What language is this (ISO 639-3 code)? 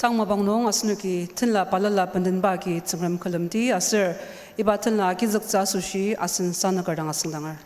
njo